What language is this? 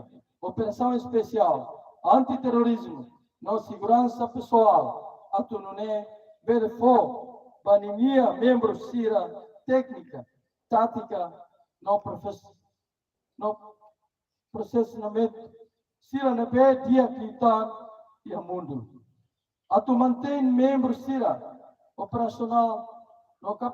Tetum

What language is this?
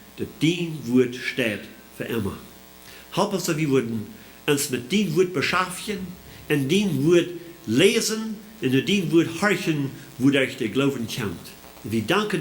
Plautdietsch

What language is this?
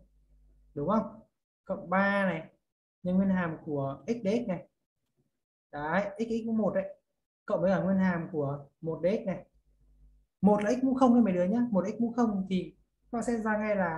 Vietnamese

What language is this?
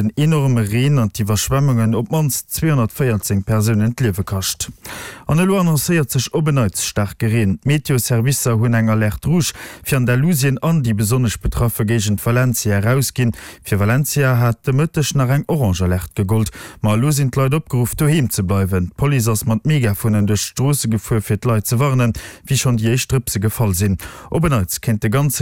Luxembourgish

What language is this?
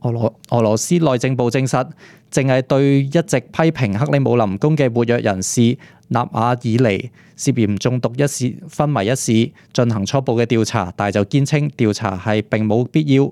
Cantonese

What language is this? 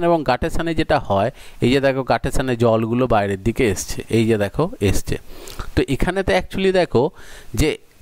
Bangla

